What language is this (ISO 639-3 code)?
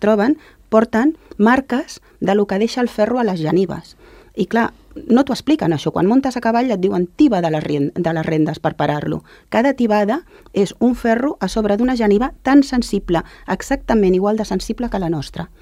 cat